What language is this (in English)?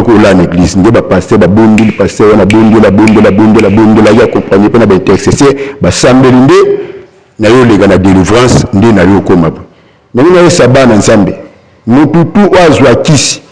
Lingala